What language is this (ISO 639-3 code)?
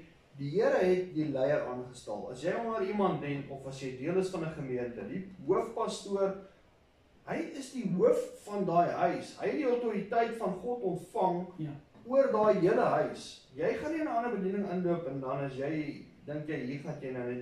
afr